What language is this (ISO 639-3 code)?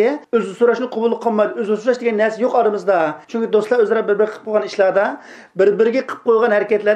uig